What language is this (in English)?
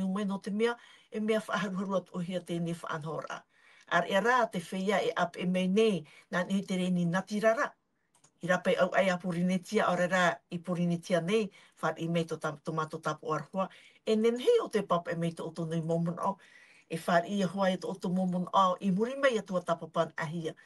Tahitian